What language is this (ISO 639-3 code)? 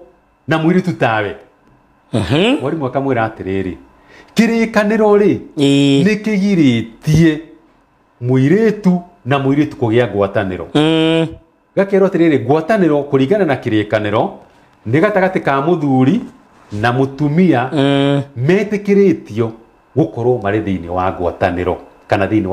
kik